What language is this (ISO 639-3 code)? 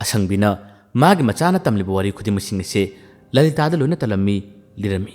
mni